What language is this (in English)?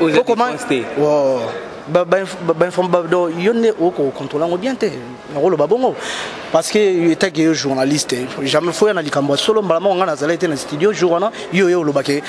Lingala